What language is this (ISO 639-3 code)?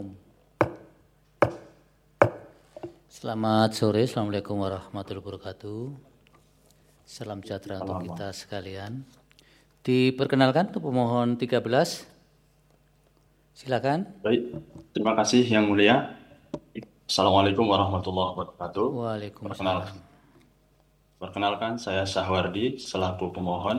ind